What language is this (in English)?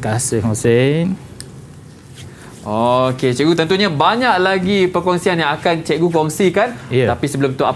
Malay